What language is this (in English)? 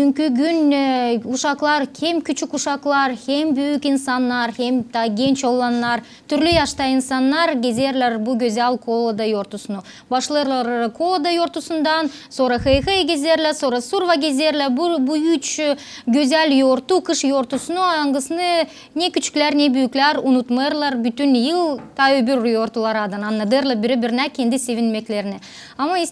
Gagauz